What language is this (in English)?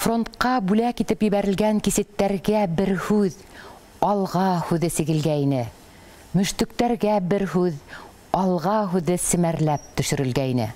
Bashkir